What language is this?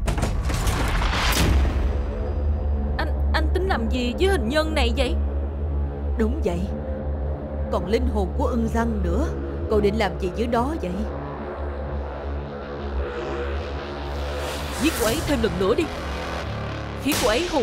Vietnamese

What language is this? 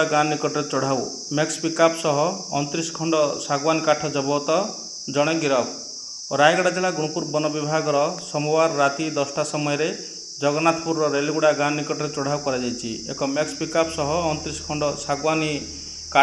Odia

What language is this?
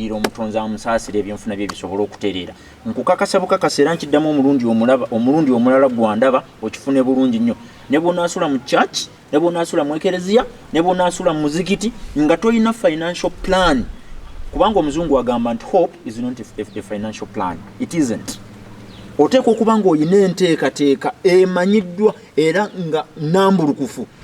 Ganda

